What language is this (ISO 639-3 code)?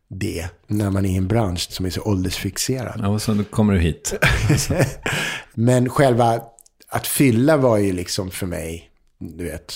swe